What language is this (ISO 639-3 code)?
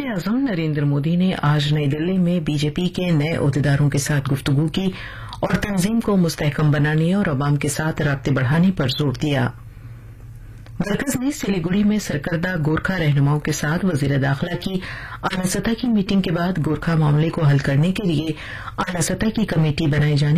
urd